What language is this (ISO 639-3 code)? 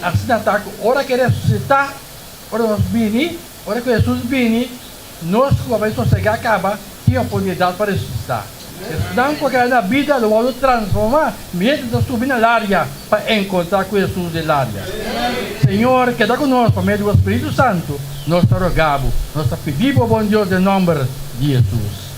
pap